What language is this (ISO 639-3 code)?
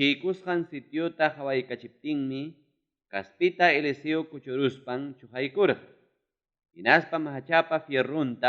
quy